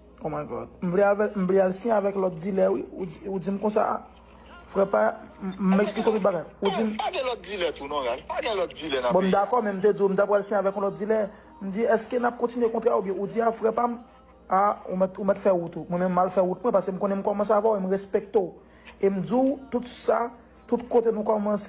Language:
Haitian Creole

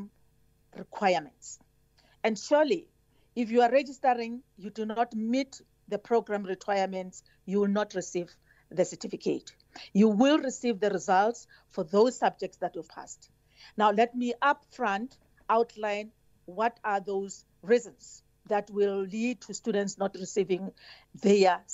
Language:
English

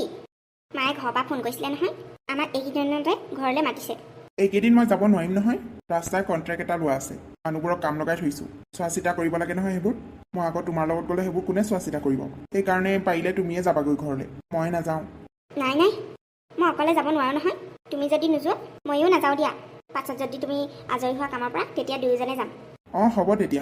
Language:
Assamese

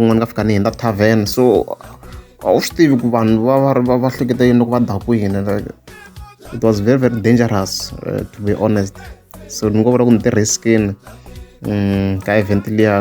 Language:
Tsonga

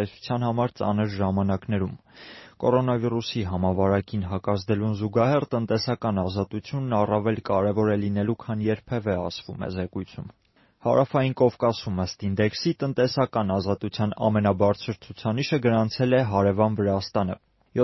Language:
Armenian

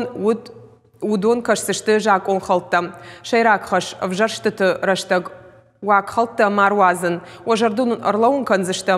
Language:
Ossetic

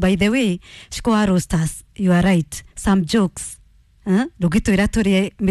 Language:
Kikuyu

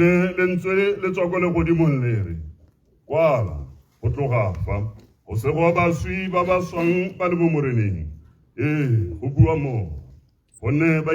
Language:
Tswana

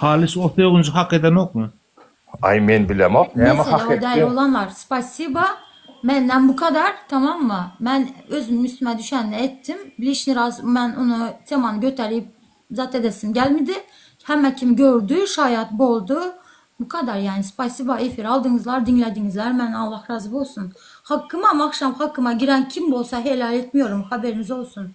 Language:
Turkmen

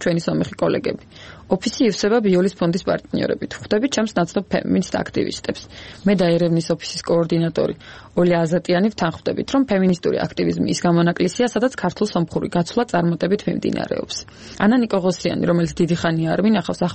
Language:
Georgian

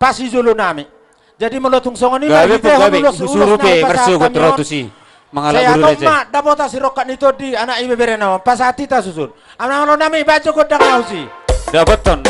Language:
Batak Toba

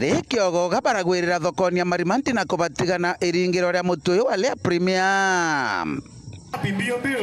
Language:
Meru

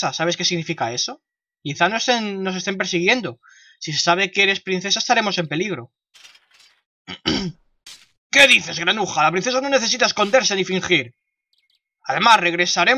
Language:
Spanish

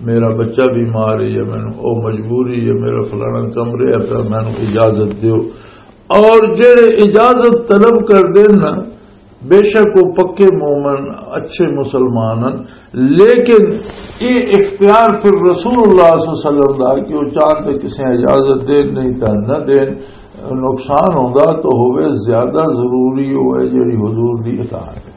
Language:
Western Panjabi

